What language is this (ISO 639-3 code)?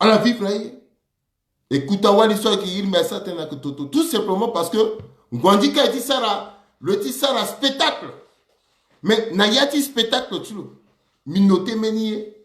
sag